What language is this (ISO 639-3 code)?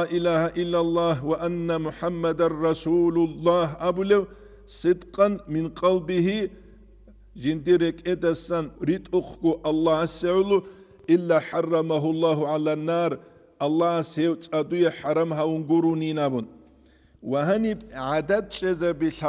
ava